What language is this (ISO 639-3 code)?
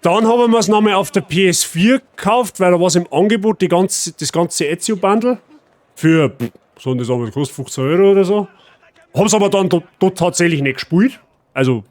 bar